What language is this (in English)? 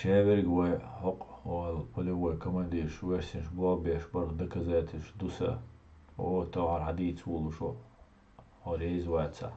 Chechen